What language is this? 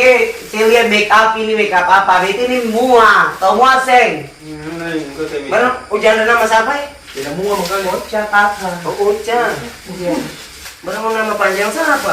Ambonese Malay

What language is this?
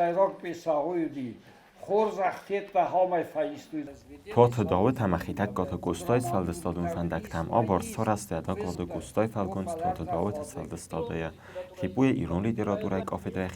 Ossetic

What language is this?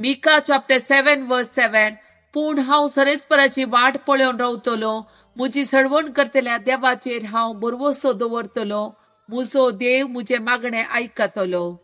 Konkani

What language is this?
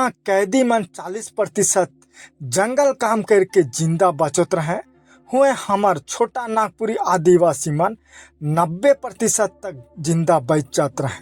Sadri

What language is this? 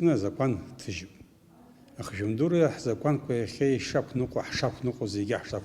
Abkhazian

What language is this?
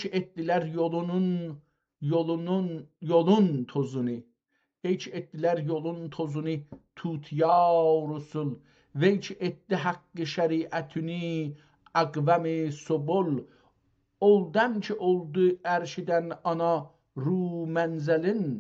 South Azerbaijani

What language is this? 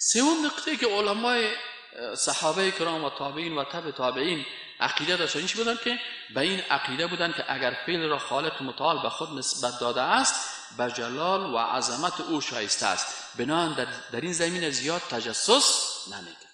Persian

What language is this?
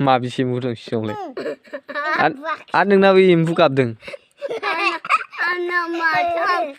Bodo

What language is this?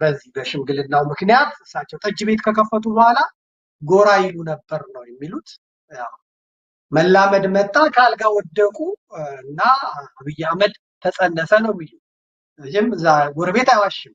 Amharic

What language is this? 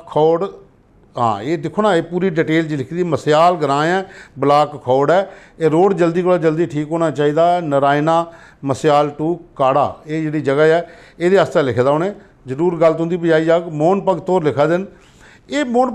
Dogri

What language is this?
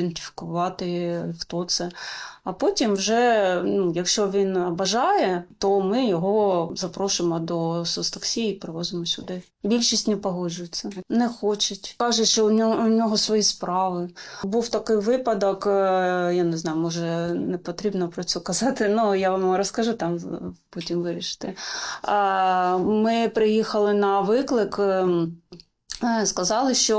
Ukrainian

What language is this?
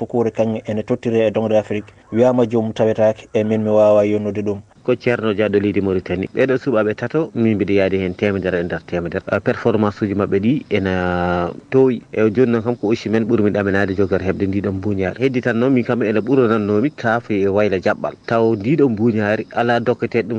Fula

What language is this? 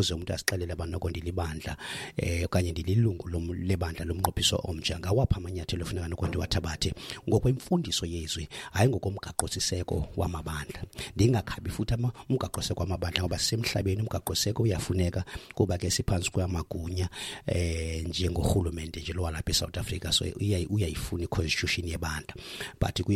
Xhosa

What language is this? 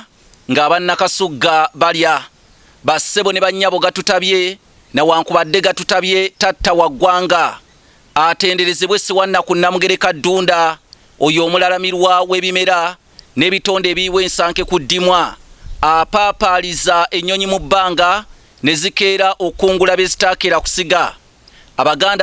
Ganda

